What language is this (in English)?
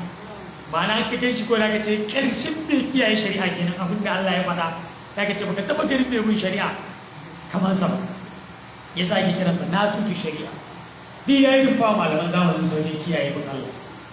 Hausa